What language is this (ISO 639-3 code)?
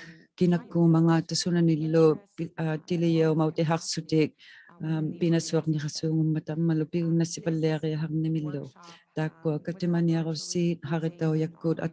iku